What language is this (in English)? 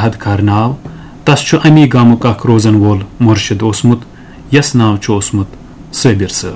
Kashmiri